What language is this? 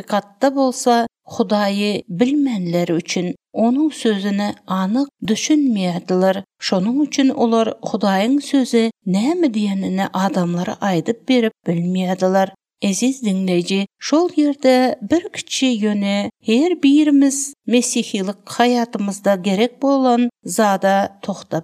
Turkmen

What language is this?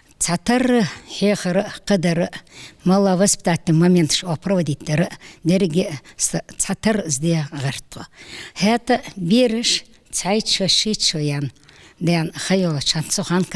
Ingush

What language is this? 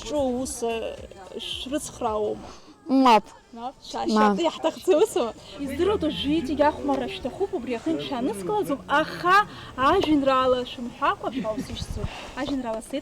Abkhazian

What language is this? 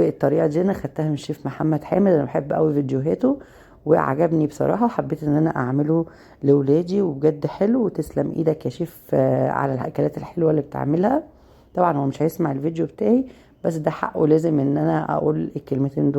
Egyptian Arabic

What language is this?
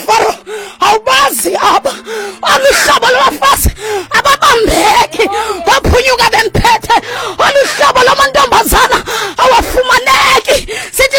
Xhosa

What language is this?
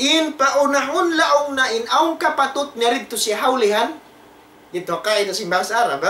Tausug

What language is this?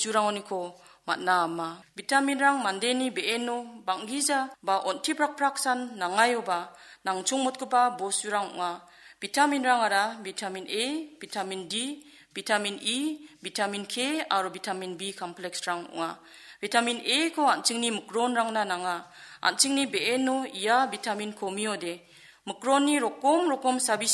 Garo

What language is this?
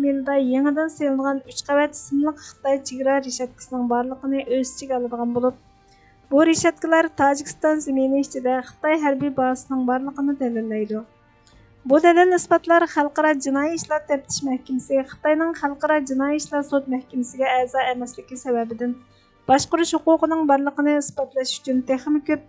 Uyghur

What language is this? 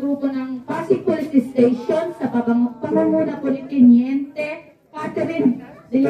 Filipino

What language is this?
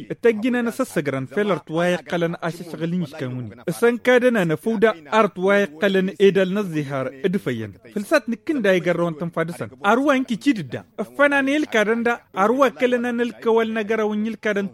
Tamasheq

